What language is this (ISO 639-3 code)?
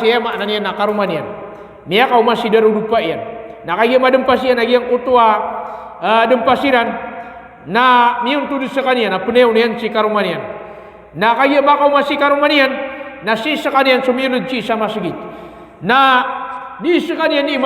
mrw